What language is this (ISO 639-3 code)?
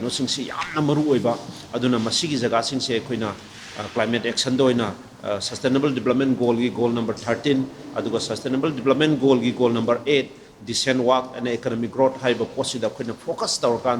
mni